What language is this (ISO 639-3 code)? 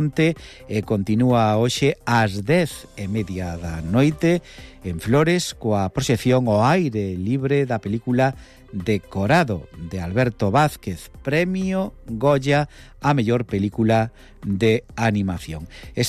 glg